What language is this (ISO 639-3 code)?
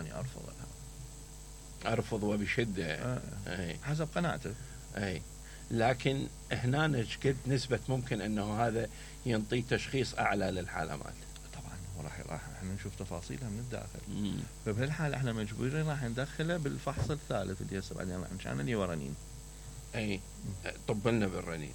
acm